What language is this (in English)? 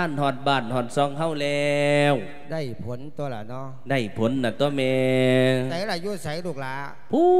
Lao